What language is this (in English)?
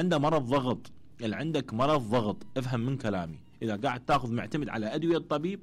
Mesopotamian Arabic